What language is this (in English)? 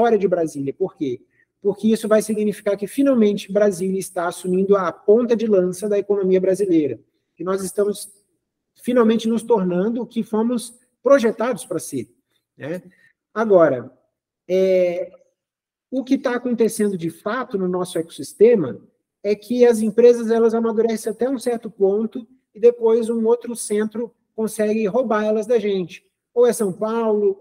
Portuguese